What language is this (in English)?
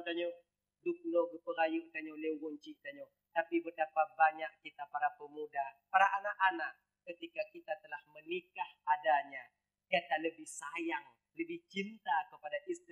Achinese